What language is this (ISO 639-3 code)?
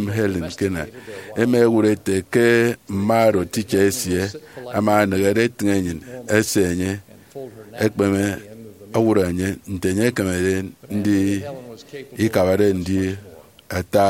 efi